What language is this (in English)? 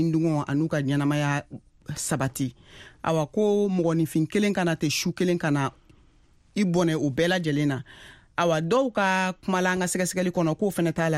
Bambara